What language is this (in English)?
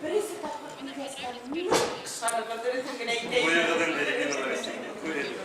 Bashkir